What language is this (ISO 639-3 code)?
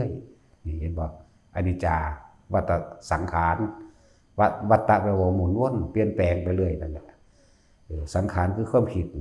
tts